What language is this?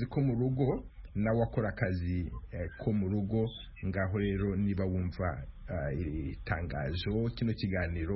Kinyarwanda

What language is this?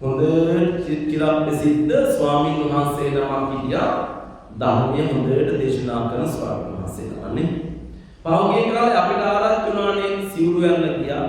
Sinhala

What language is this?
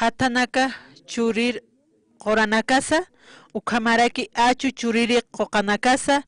Aymara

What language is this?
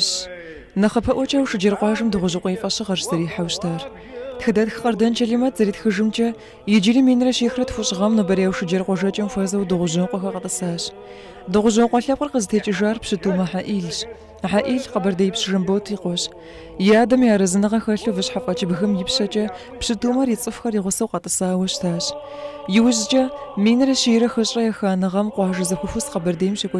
Kabardian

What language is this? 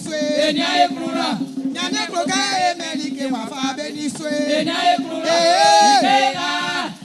Baoulé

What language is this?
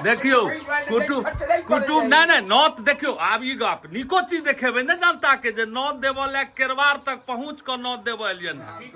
Maithili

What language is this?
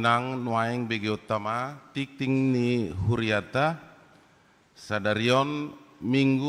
Batak Toba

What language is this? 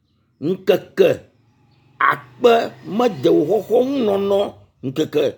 Ewe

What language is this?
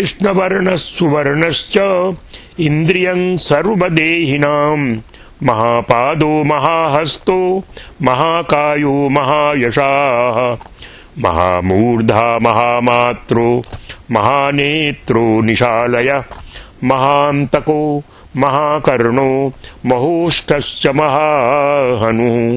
Sanskrit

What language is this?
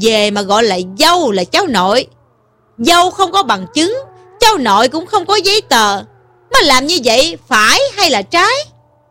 Vietnamese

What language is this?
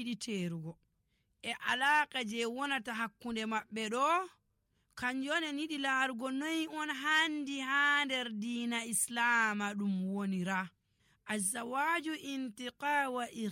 Nigerian Fulfulde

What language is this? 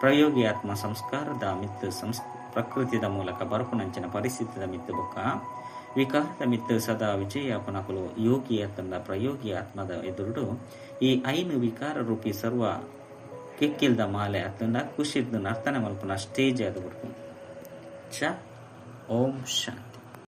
Tulu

